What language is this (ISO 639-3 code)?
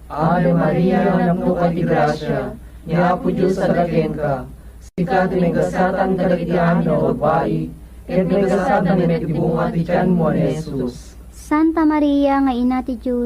ilo